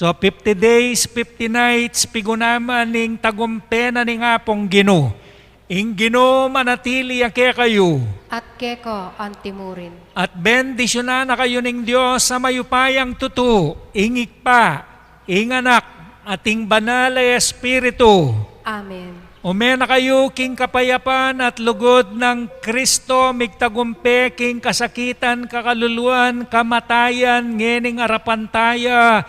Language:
Pampanga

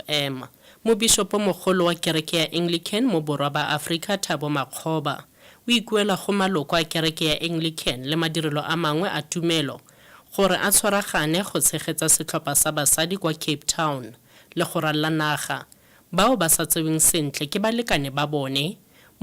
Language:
Tswana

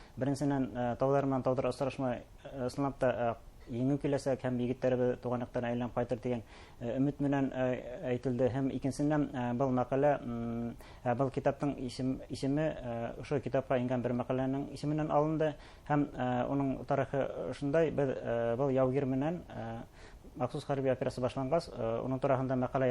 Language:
Bashkir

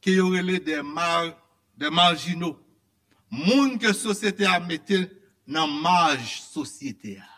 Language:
Haitian Creole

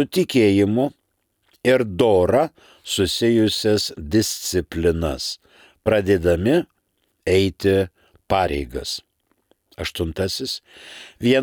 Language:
Lithuanian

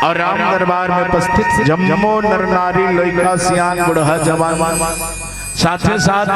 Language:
Chhattisgarhi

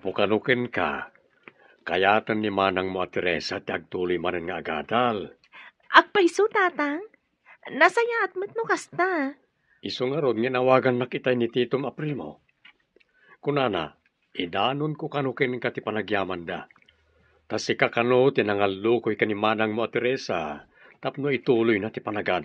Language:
Iloko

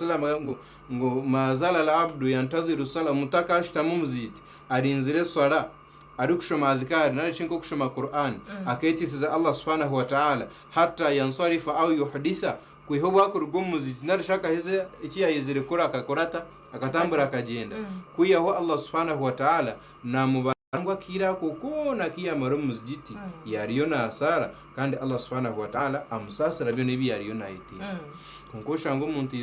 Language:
Nyankole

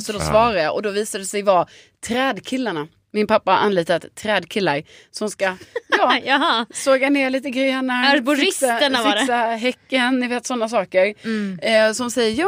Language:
Swedish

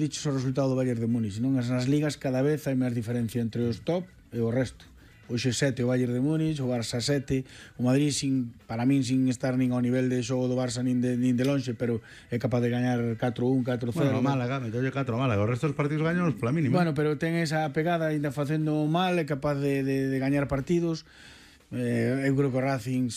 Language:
Galician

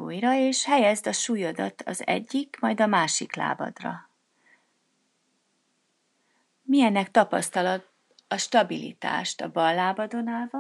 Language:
Hungarian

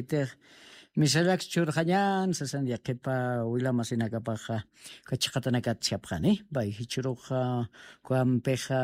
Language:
Aymara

